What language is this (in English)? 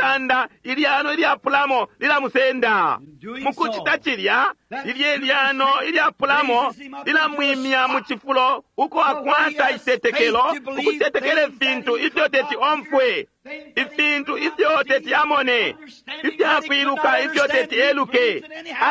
Bemba